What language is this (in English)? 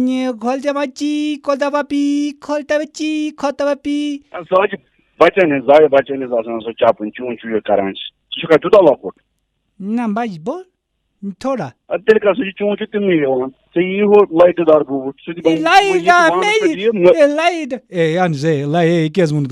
Kashmiri